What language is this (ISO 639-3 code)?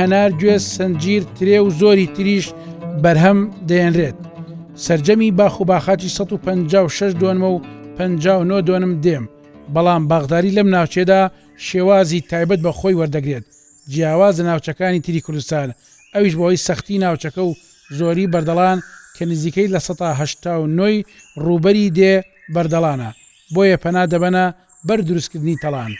ckb